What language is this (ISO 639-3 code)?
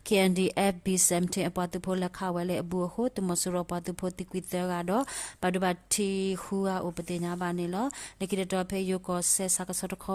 ksw